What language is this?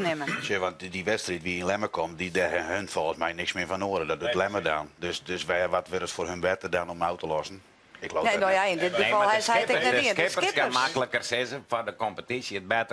Western Frisian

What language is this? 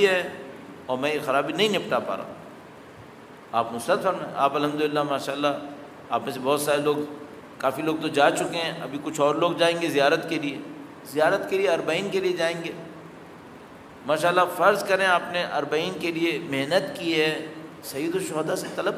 Urdu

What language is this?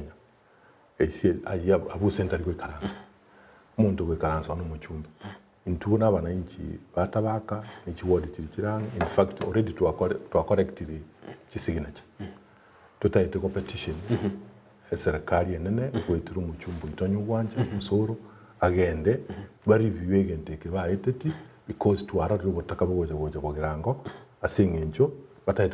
Gusii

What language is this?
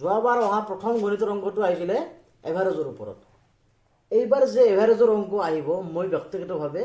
Assamese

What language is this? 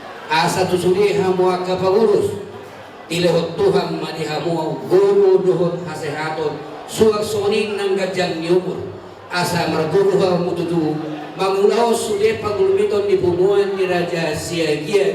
Batak Toba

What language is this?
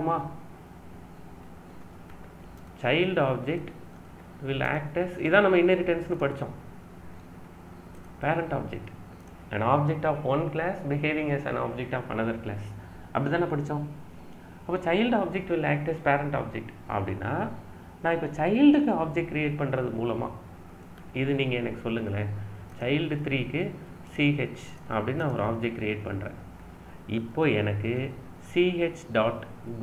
Tamil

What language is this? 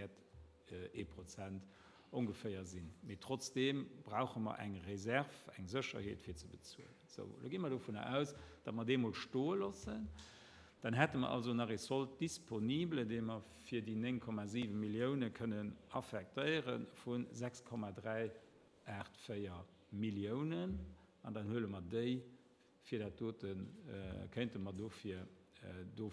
Luxembourgish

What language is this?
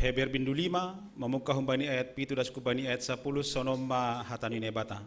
Batak Simalungun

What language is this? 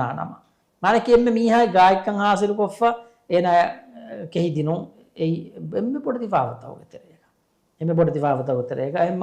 Divehi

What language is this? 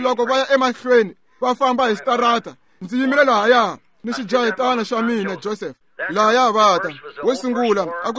Tsonga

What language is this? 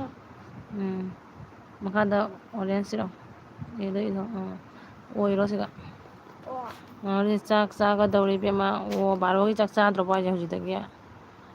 Manipuri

